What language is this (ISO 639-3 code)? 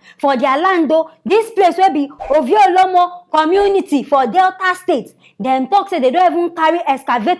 pcm